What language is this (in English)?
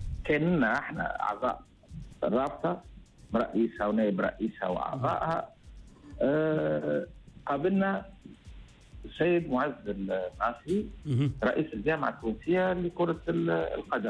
Tunisian Arabic